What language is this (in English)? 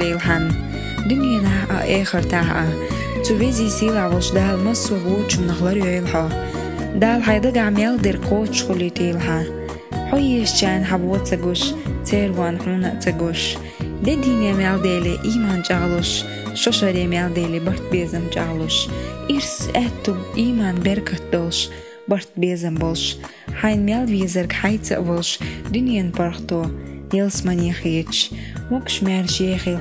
Chechen